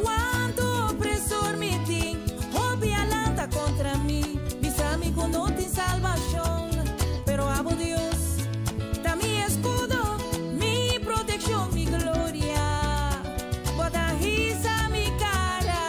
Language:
Papiamento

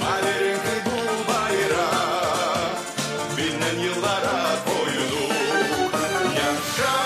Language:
Gagauz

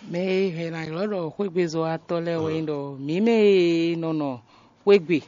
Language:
Fon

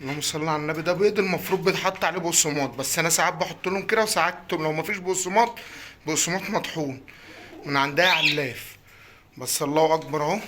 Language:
Egyptian Arabic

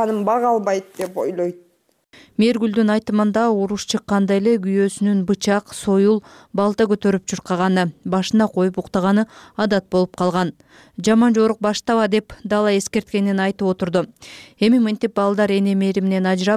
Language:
Kyrgyz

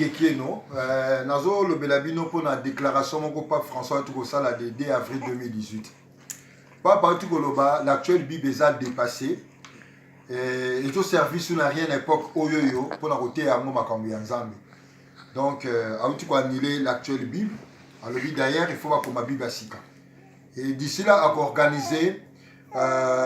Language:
Lingala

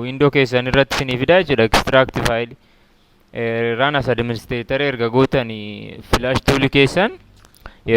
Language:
Oromo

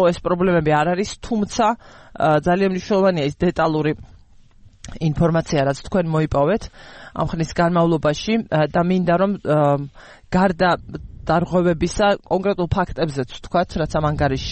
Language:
Georgian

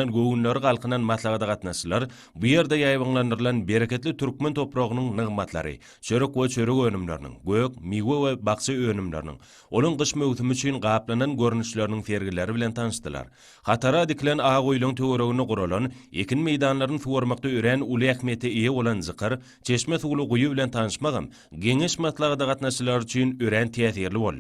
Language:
Turkmen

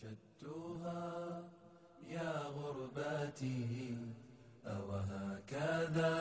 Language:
Bosnian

